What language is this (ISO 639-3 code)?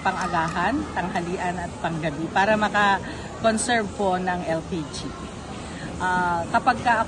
fil